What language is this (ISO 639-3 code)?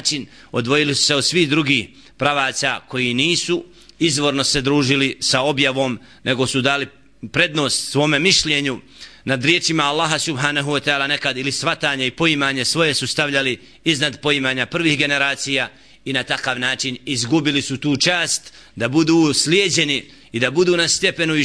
bos